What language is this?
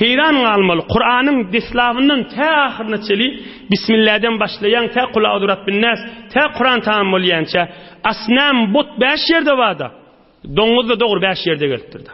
Turkmen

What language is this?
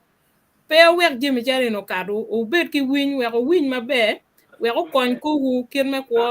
Acoli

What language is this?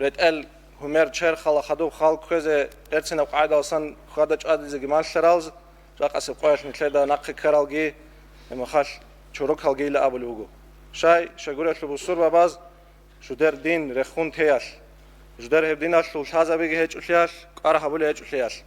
Avaric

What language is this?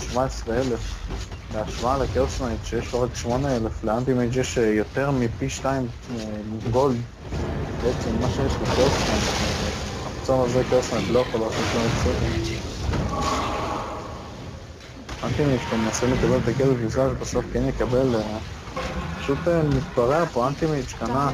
Hebrew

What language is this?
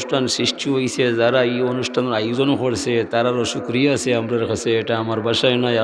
Sylheti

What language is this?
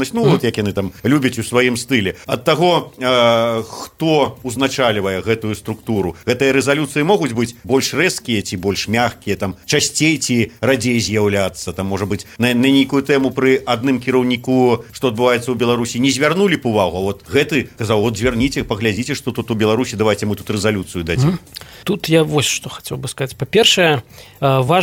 Belarusian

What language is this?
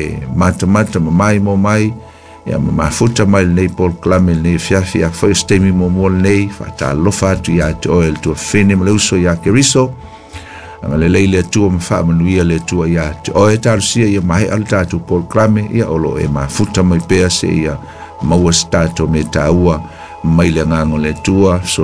Samoan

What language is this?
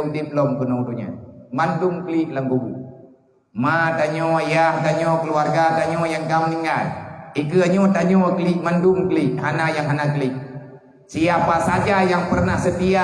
Achinese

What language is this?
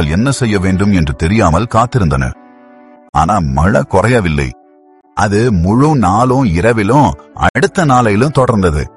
Tamil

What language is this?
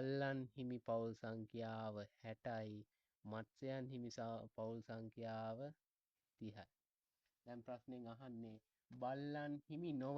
Sinhala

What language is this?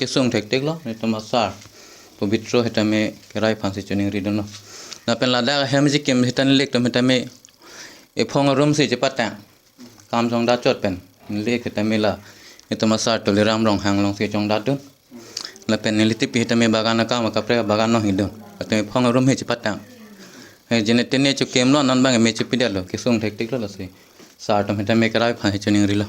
Karbi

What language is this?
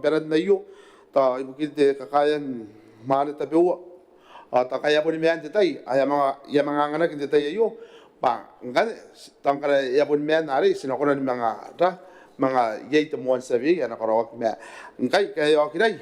Gilbertese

